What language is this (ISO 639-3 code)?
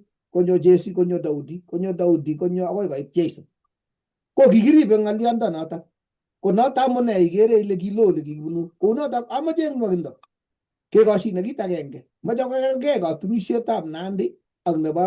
kln